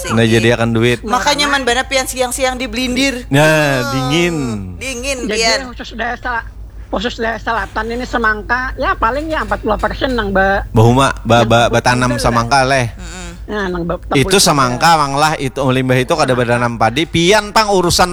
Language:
Banjar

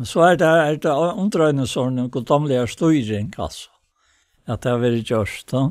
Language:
Faroese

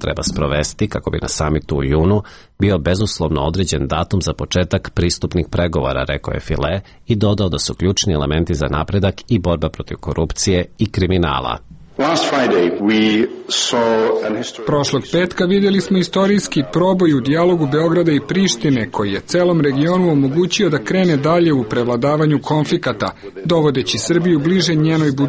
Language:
Serbian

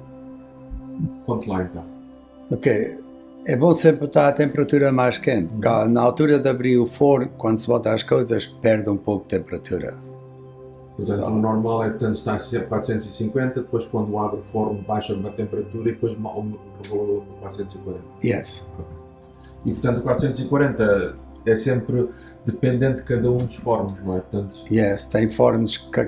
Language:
Portuguese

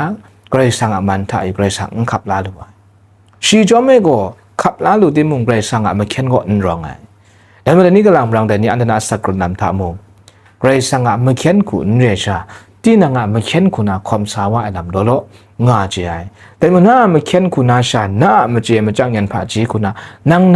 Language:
Kachin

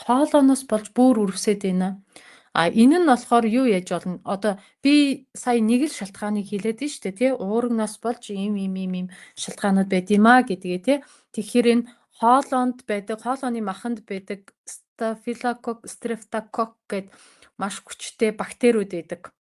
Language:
Mongolian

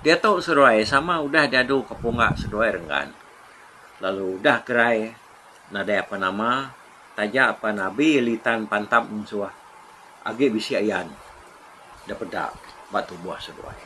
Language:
Iban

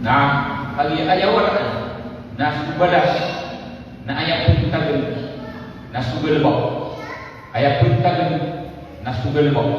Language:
Maranao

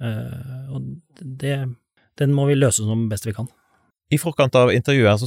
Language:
Norwegian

